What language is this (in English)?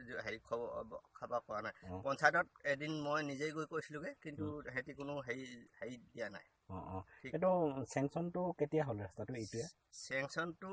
Assamese